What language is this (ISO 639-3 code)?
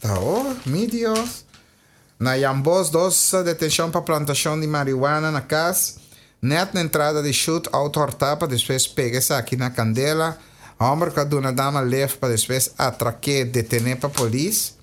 pap